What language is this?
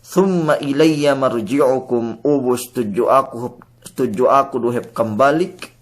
Yakan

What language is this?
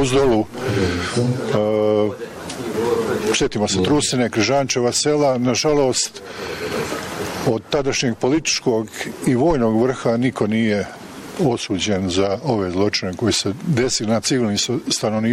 Bosnian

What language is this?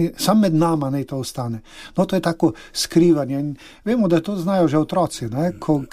Slovenian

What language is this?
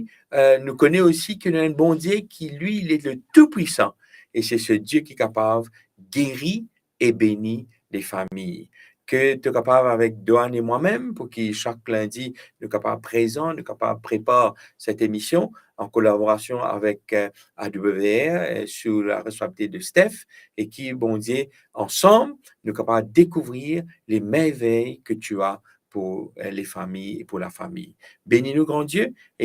Morisyen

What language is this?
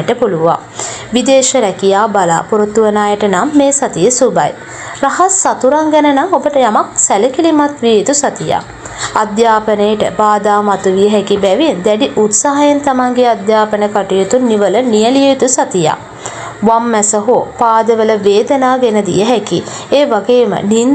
Sinhala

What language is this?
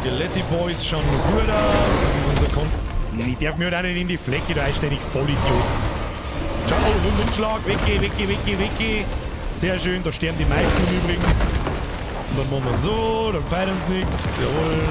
Bavarian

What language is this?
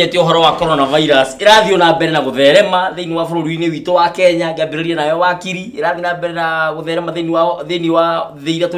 Kikuyu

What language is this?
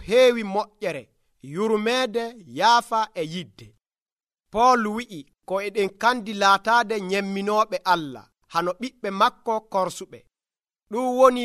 Nigerian Fulfulde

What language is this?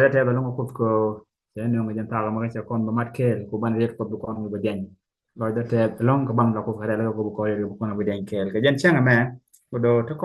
Nuer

